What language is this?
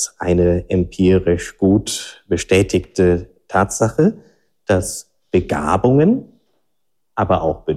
German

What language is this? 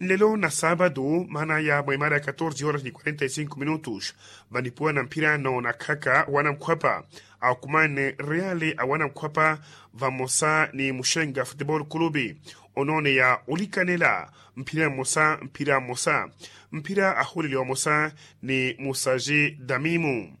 Makhuwa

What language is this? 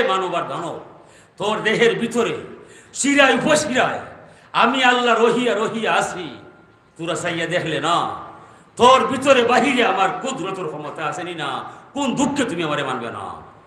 Sylheti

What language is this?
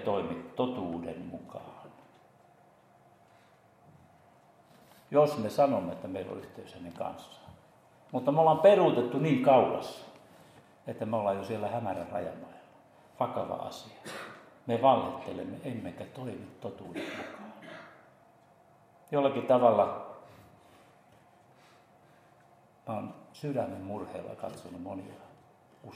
Finnish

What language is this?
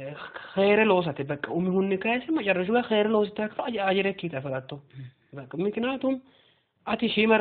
Sidamo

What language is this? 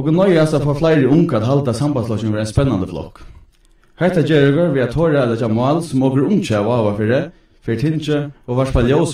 Faroese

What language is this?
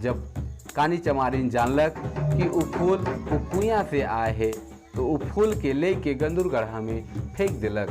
Sadri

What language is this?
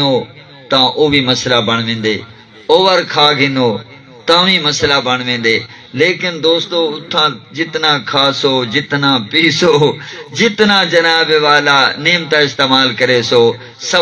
Saraiki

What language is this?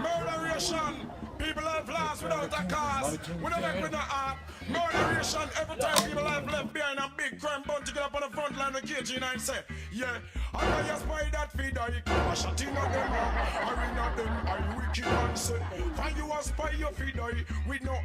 Jamaican Creole English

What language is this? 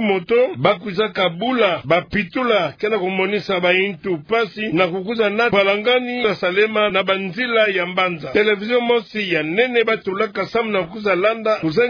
Kituba (Democratic Republic of Congo)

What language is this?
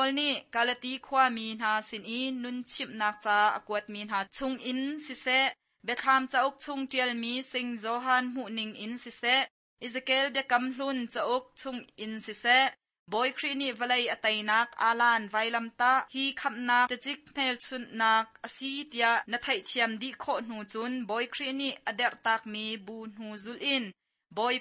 Hakha Chin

